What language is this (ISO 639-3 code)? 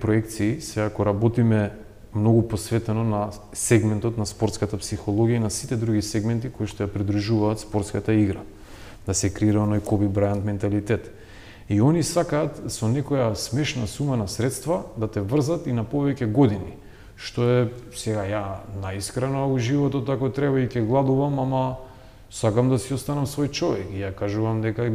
mkd